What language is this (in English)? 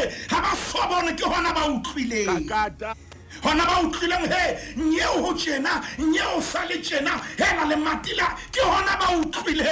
Southern Sotho